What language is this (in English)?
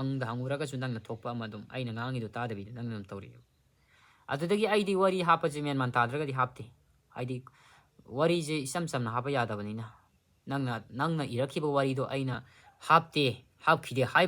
Manipuri